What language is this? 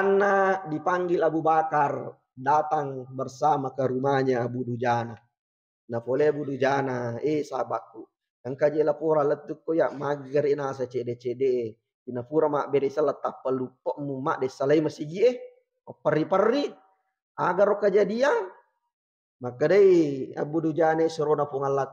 Buginese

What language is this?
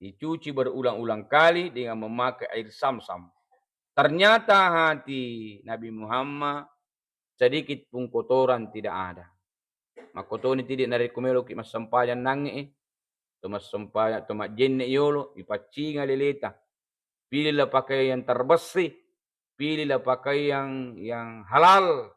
Buginese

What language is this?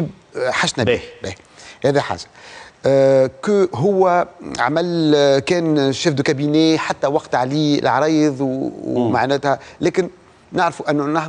Tunisian Arabic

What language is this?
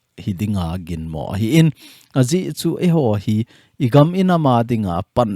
Thado Chin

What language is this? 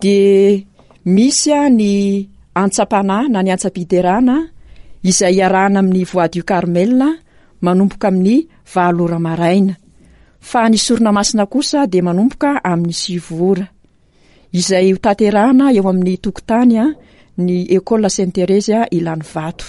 Malagasy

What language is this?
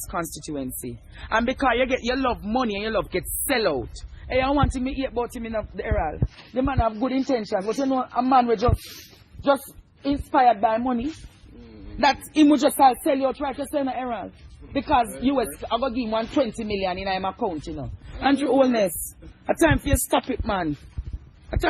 Jamaican Creole English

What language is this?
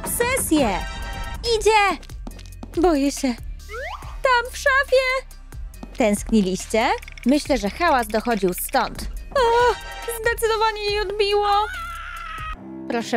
Polish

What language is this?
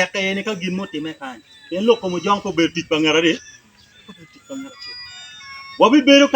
Acoli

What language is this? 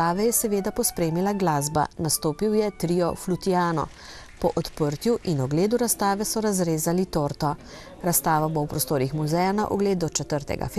Slovenian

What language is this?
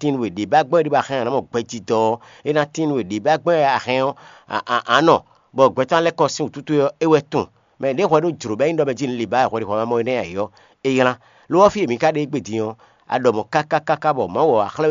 Fon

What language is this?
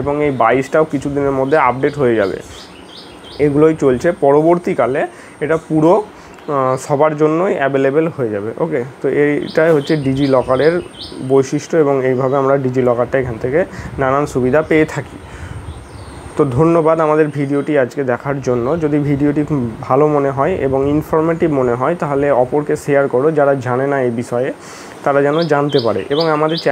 Bangla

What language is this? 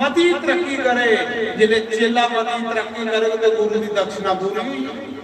Dogri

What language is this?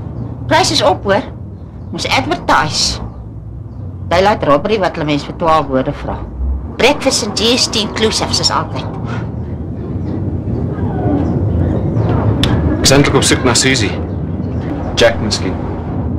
Afrikaans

